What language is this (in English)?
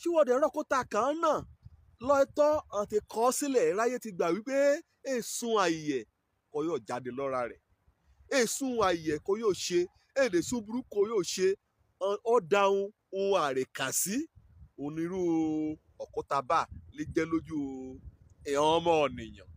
Yoruba